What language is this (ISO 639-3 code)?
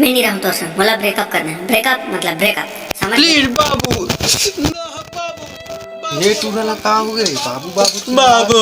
hne